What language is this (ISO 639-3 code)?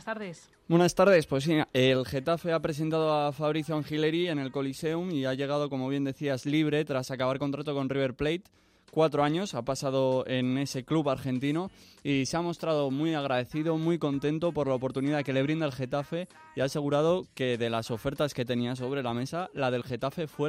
spa